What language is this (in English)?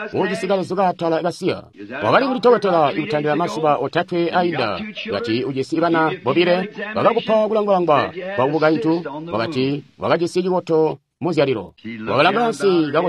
Tonga (Zambia)